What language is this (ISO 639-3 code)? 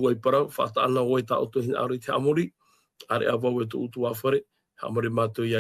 tah